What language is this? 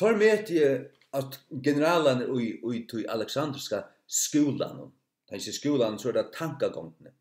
Faroese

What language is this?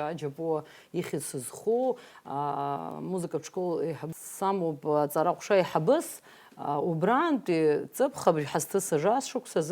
Abkhazian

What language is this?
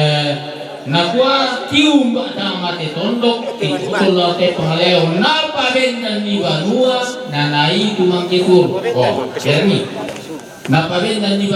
Toraja-Sa'dan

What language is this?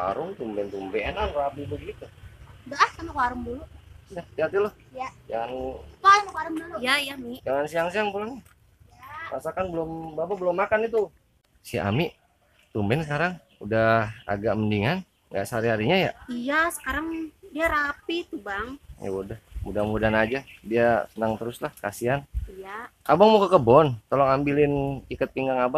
Betawi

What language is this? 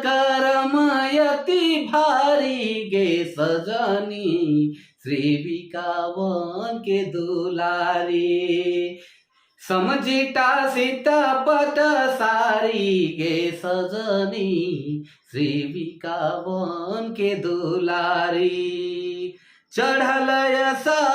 Sadri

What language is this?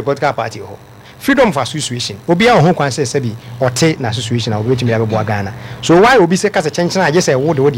Akan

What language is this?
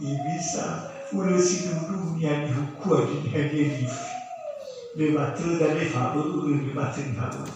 Nias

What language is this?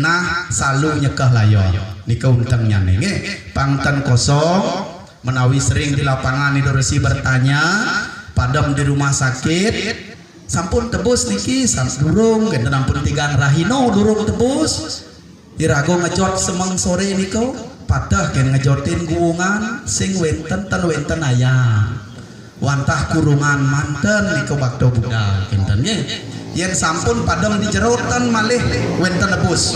Balinese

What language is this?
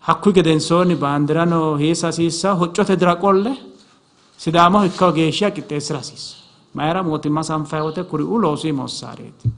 Sidamo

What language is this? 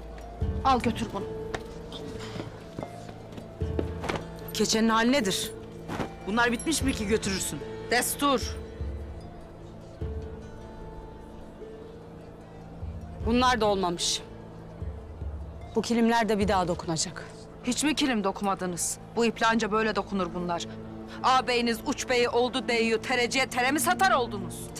Turkish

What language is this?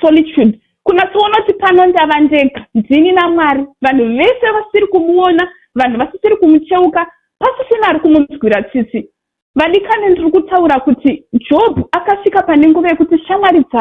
Shona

